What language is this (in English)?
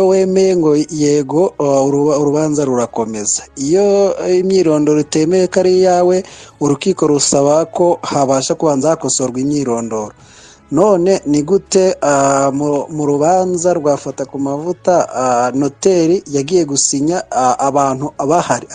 Kinyarwanda